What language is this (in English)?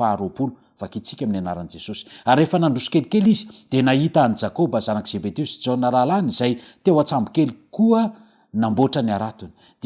Malagasy